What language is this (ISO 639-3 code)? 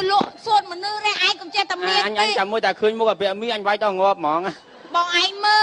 khm